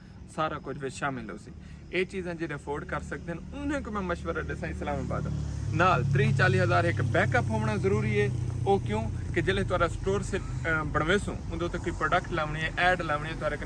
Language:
Saraiki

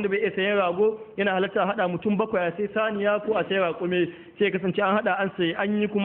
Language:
Hausa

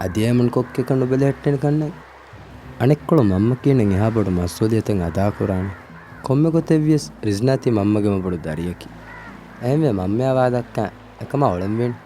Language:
Divehi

